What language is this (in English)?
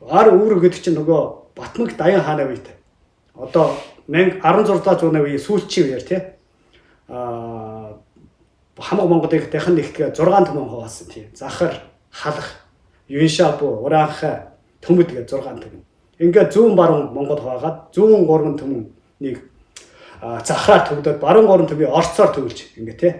Mongolian